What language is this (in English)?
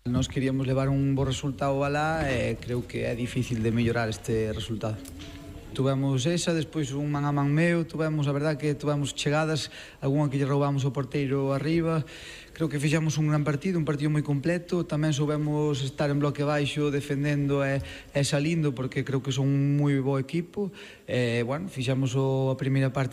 Galician